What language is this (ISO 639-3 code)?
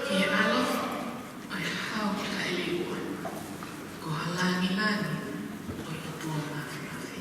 ton